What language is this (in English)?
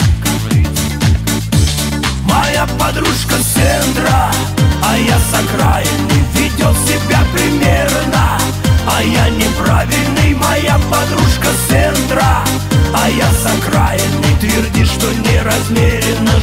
Russian